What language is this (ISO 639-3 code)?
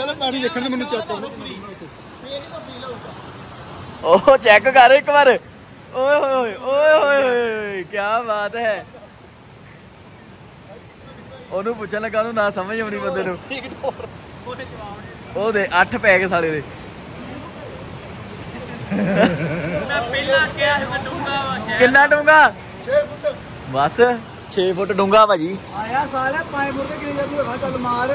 pan